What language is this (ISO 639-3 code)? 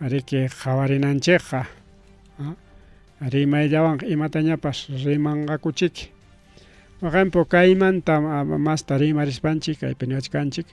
quy